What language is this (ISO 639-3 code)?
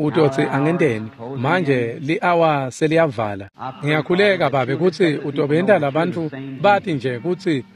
ssw